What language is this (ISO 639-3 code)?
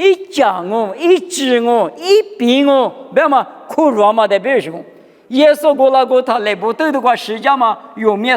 lis